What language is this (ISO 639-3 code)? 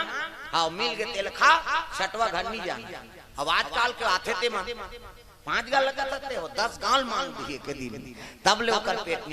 hne